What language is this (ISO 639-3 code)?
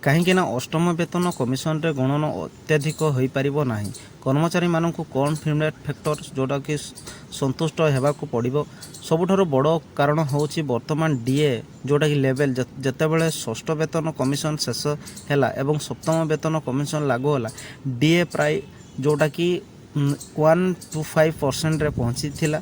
ori